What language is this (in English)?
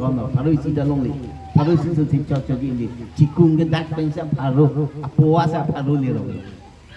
Karbi